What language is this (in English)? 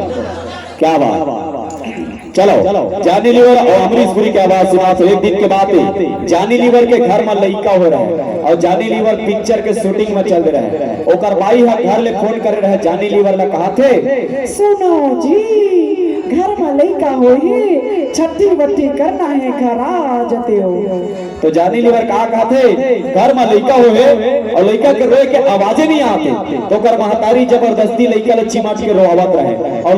Chhattisgarhi